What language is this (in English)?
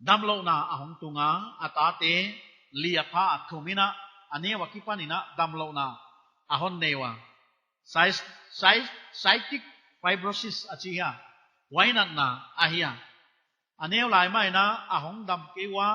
Paite Chin